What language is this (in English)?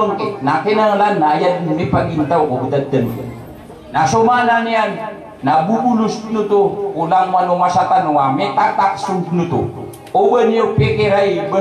Maranao